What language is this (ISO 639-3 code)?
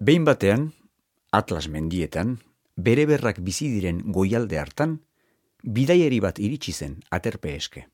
eus